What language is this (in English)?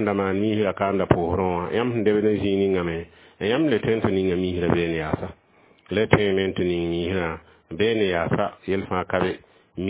Mossi